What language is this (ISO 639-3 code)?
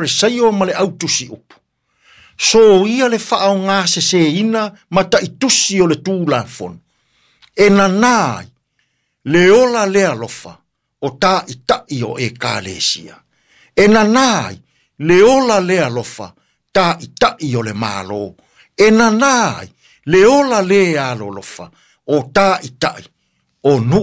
smo